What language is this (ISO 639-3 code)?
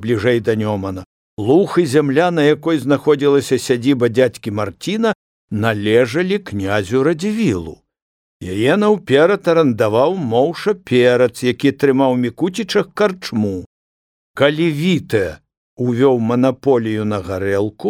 bel